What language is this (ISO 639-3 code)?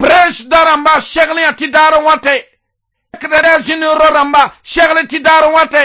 mos